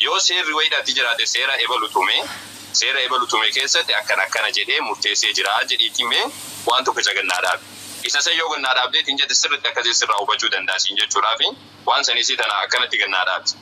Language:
Oromo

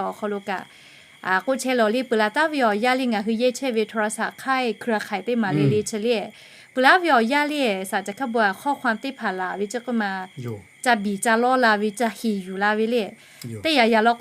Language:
Lahu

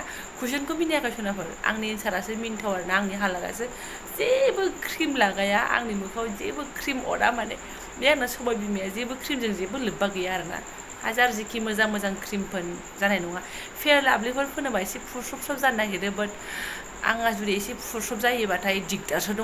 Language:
Bodo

